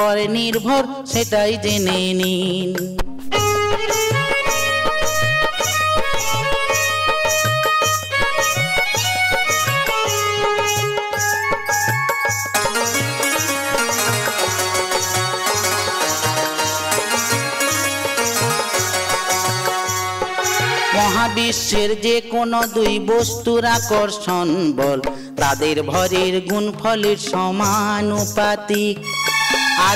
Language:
Bangla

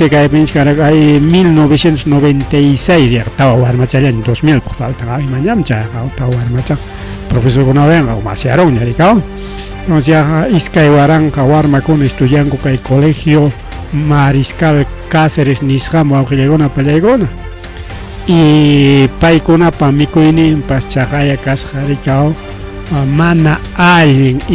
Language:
Ayacucho Quechua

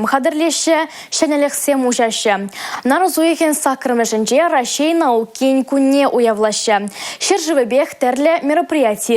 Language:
Chuvash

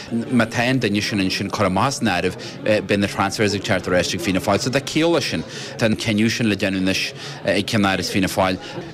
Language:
Irish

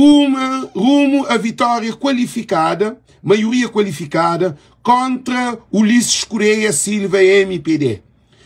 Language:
Kabuverdianu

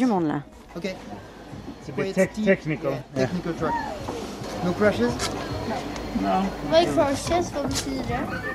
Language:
French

